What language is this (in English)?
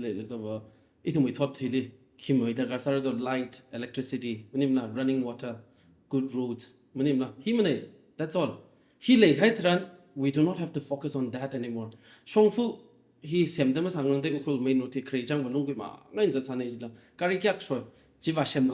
Tangkhul Naga (India)